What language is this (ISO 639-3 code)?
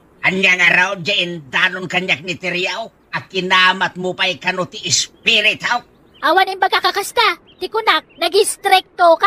ilo